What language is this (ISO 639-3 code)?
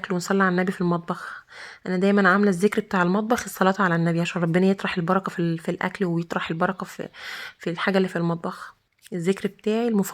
arz